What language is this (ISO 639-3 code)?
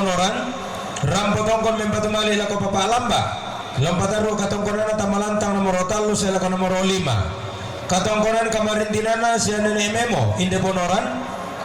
sda